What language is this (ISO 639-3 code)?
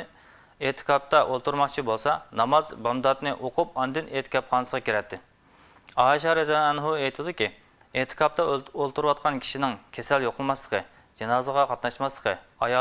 uig